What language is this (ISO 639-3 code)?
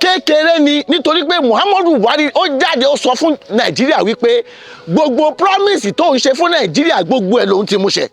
yor